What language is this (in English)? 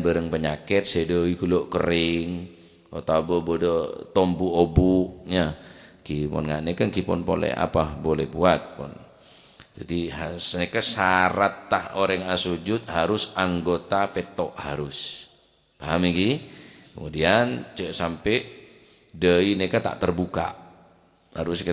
Madurese